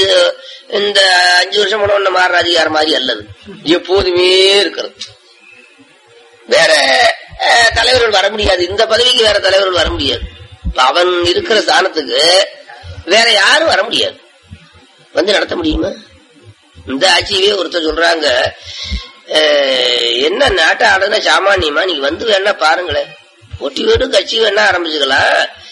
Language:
Tamil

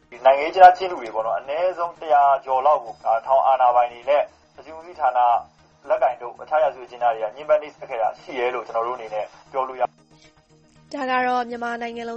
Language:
Burmese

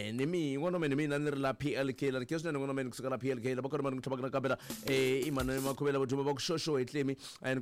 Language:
Tsonga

